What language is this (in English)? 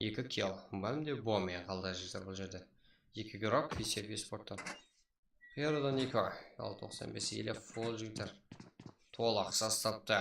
Kara-Kalpak